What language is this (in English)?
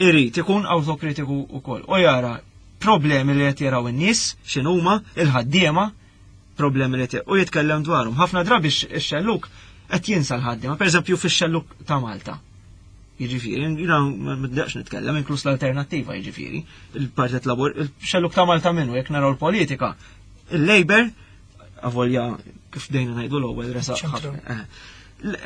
Maltese